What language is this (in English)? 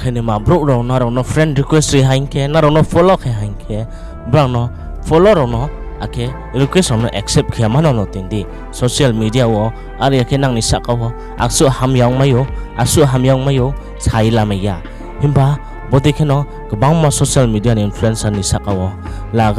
Riang (India)